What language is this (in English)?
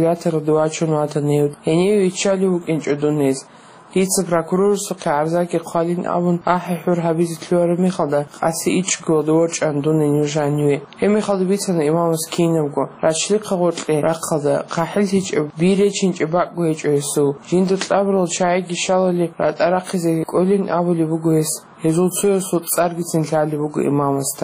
Avaric